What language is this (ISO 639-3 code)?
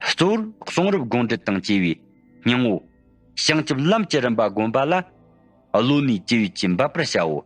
bod